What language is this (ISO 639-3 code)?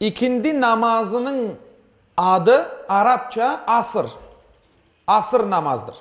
crh